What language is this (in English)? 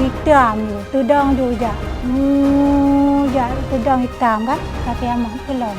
Achinese